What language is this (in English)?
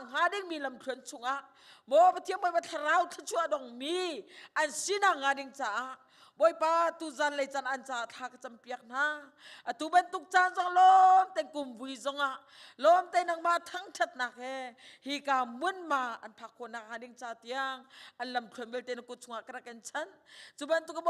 Hakha Chin